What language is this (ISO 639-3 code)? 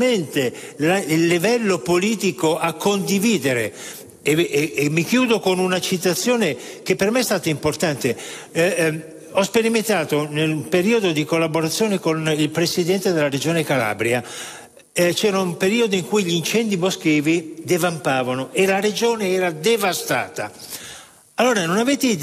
ita